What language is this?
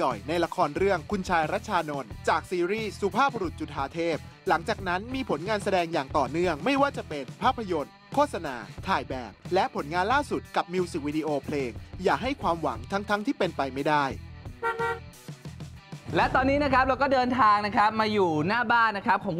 Thai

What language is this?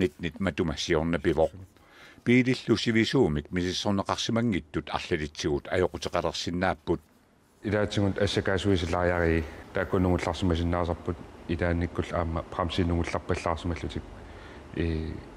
Kalaallisut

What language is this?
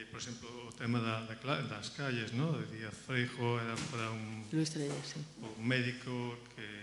Galician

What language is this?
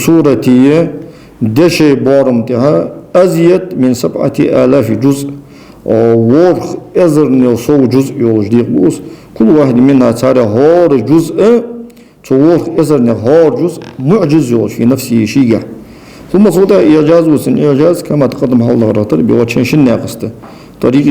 Ingush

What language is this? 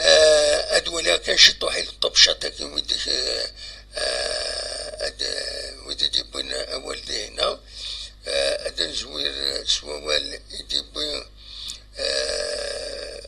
Kabyle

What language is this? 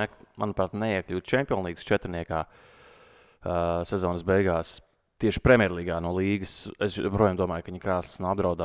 Latvian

